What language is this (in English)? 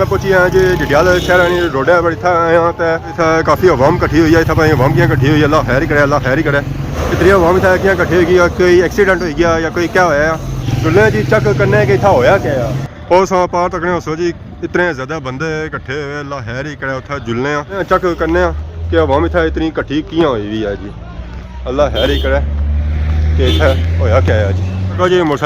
Pahari-Potwari